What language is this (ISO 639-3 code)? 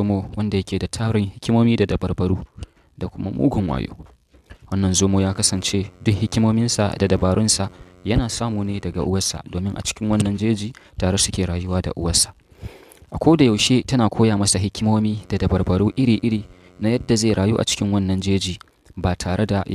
hau